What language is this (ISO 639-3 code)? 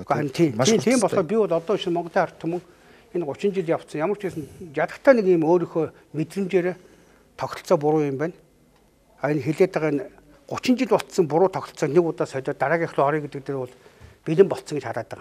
mon